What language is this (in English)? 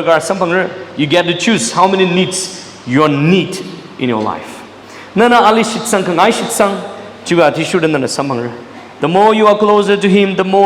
Tangkhul Naga (India)